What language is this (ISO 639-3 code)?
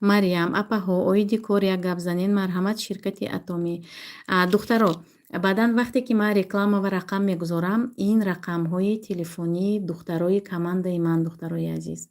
tgk